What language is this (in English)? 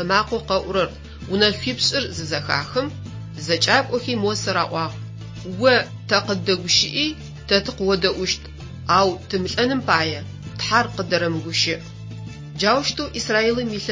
Adyghe